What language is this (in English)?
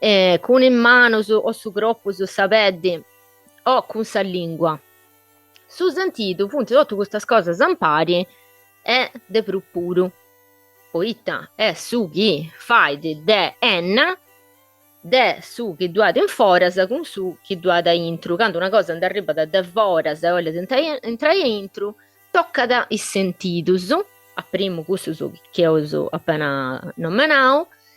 Sardinian